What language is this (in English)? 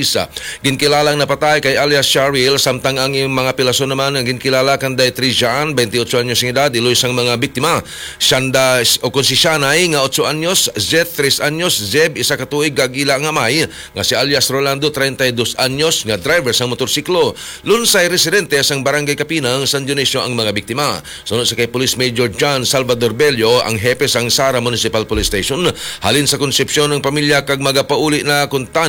Hiligaynon